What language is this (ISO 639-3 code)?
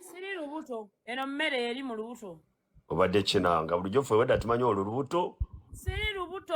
lug